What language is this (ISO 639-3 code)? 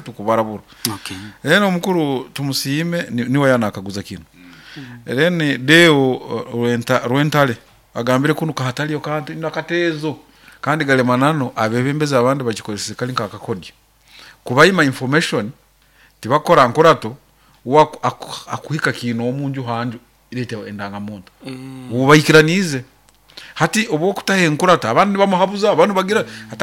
nyo